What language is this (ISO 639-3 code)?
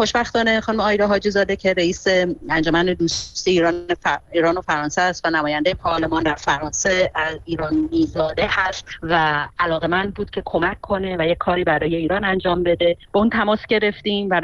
fas